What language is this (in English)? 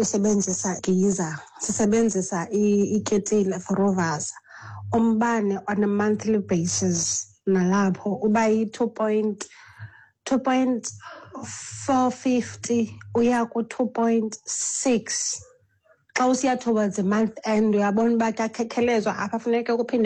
Xhosa